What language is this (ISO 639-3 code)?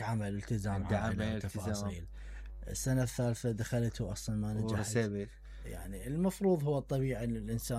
acm